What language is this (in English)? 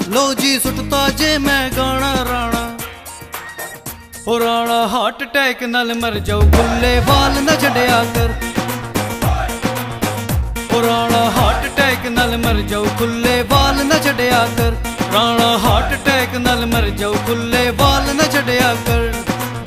Punjabi